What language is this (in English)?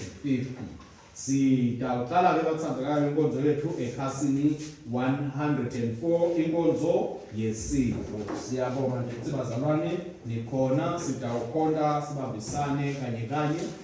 Swati